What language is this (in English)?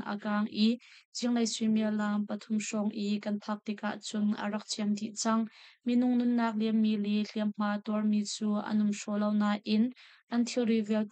Hakha Chin